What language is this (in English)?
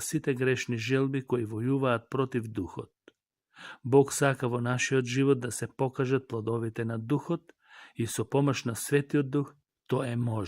Macedonian